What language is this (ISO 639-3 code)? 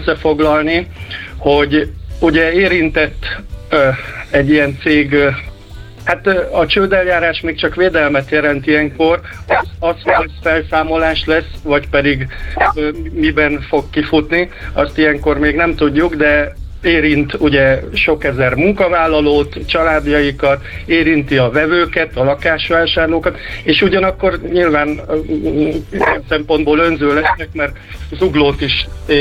hun